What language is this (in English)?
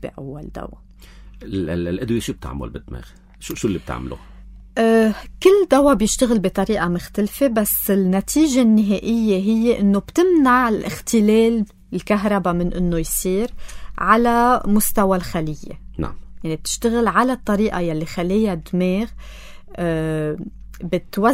North Levantine Arabic